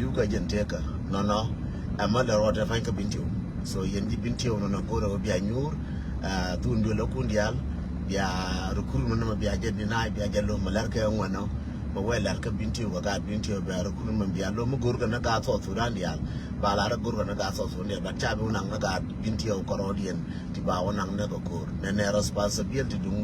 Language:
Nuer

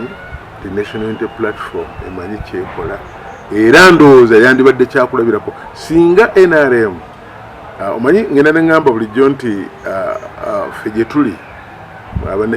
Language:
Ganda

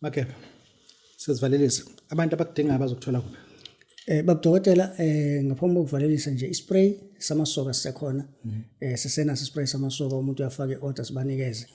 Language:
Zulu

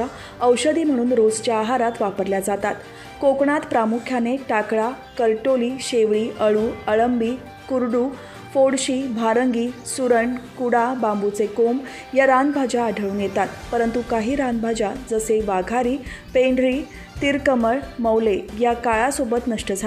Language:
Marathi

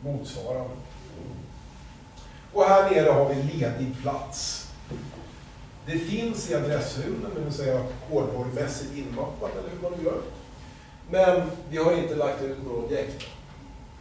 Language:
Swedish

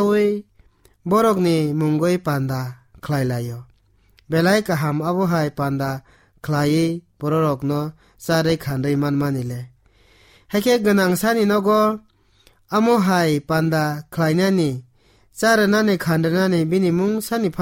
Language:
Kok Borok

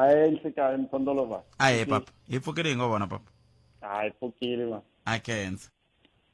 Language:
Tsonga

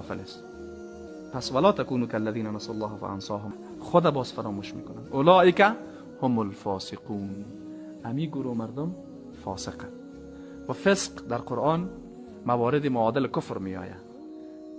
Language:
Persian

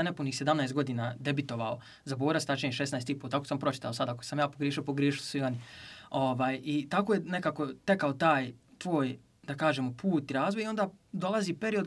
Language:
Bosnian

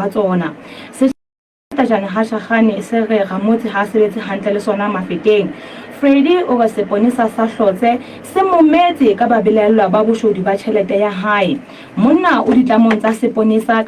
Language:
Southern Sotho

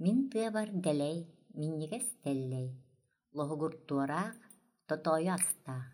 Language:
Yakut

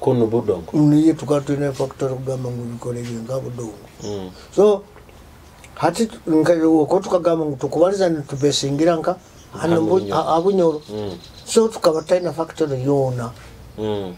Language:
Nyoro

